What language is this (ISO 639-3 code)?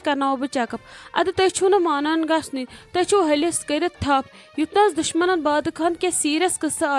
kas